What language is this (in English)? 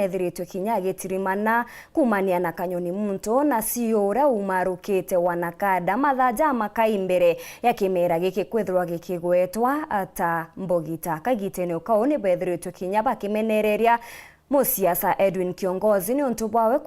Meru